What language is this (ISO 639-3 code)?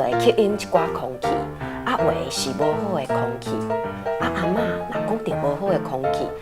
nan